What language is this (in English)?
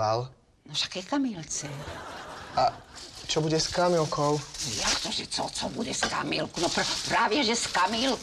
Slovak